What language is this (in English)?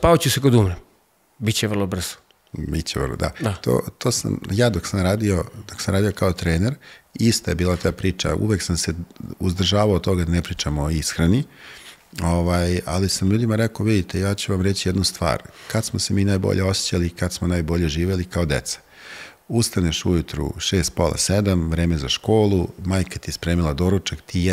Serbian